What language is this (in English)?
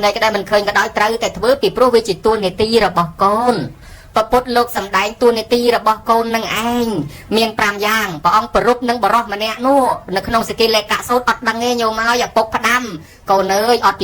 Khmer